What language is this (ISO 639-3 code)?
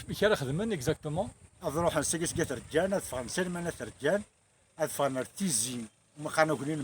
kab